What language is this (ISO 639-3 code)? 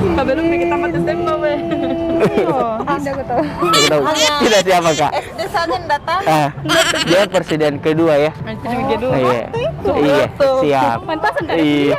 mfp